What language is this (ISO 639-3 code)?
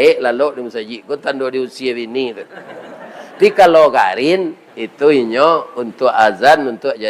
min